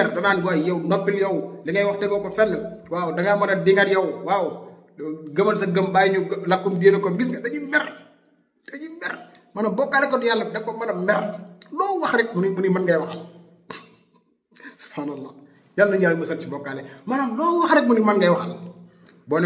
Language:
Wolof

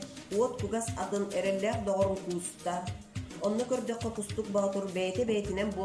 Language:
Yakut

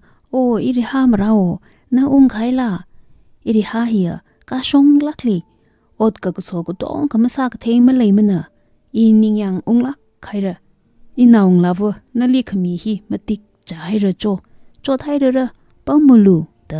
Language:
Tangkhul Naga (India)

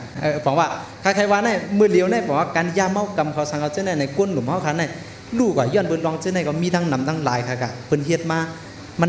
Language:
Shan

